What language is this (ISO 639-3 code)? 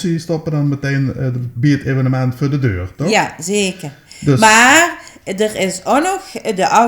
lim